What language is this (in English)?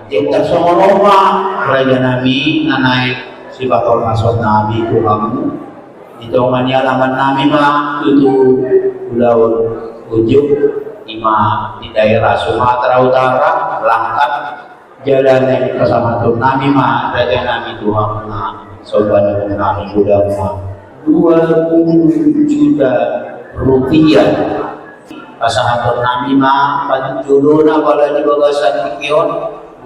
Batak Toba